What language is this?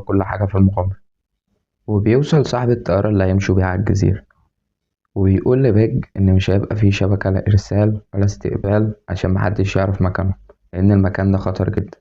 Egyptian Arabic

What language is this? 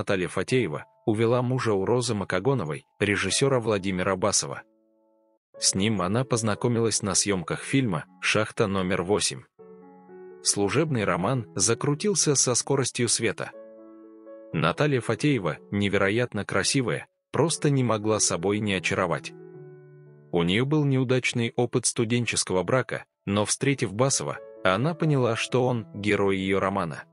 Russian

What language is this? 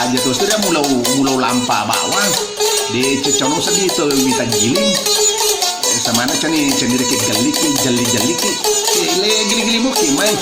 Buginese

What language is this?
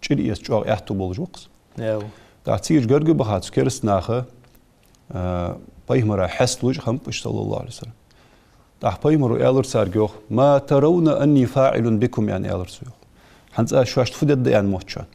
Ingush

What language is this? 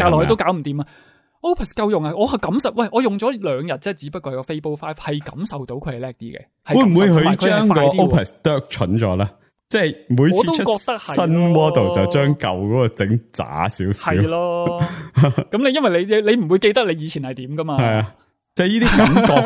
Cantonese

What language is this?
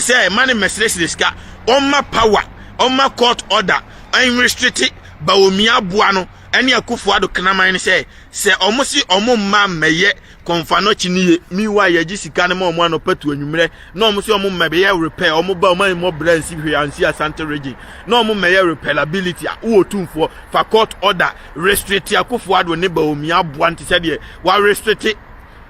Akan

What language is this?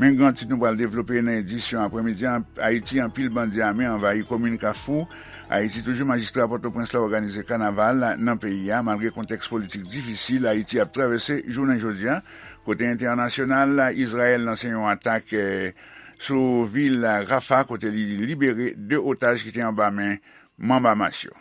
Haitian Creole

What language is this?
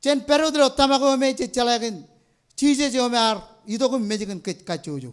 Marshallese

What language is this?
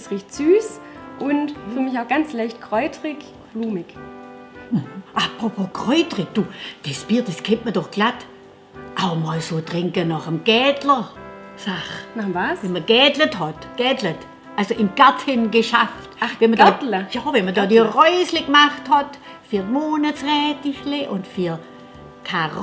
Swabian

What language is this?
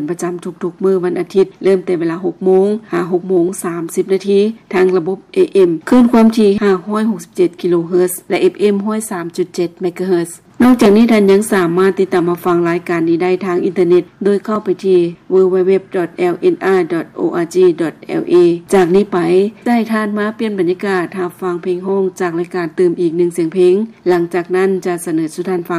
Lao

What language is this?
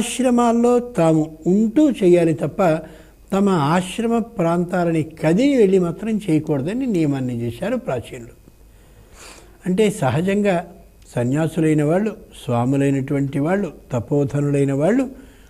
Telugu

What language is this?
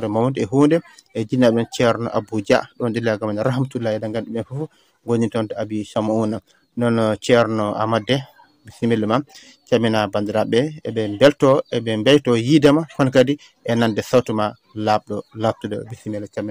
Fula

